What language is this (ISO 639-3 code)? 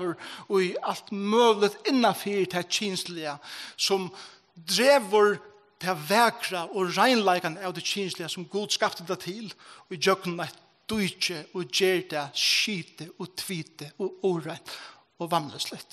fao